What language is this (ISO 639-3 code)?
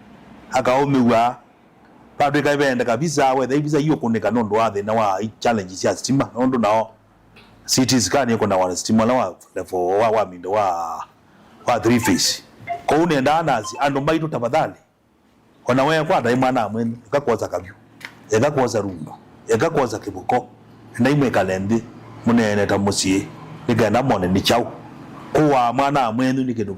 kam